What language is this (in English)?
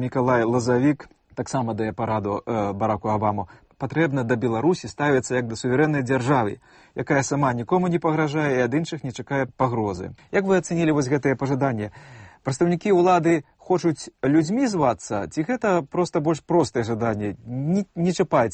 Belarusian